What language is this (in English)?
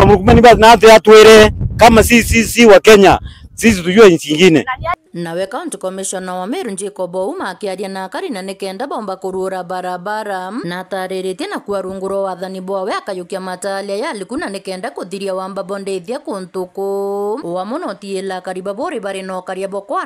Meru